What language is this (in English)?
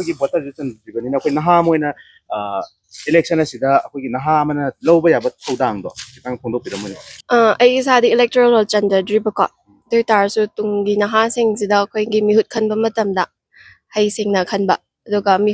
Manipuri